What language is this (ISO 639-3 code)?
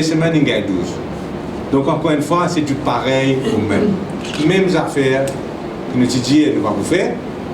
mfe